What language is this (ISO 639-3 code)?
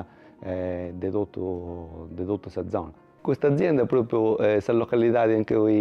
srd